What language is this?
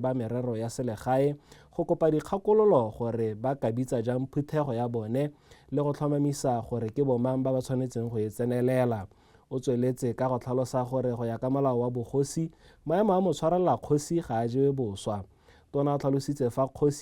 Tswana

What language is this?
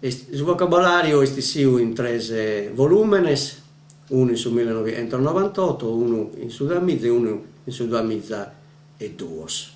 Sardinian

